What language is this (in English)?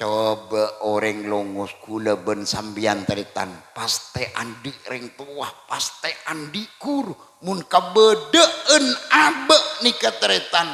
Madurese